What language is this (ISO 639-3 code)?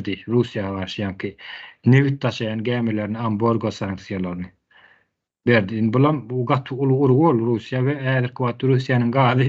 tuk